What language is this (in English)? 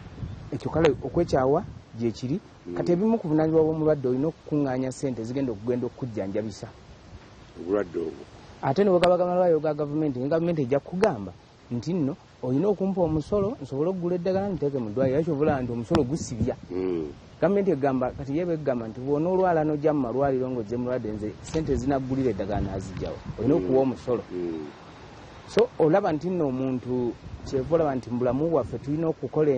Ganda